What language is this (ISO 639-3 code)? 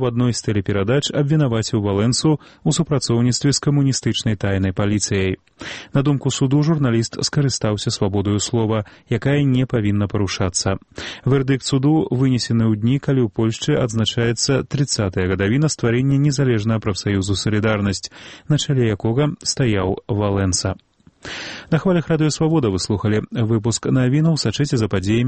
bel